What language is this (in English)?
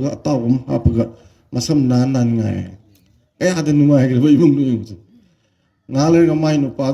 Manipuri